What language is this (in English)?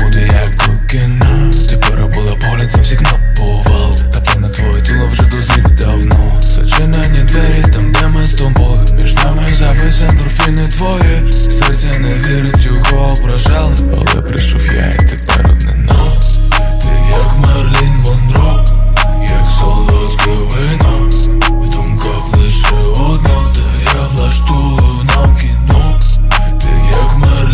Ukrainian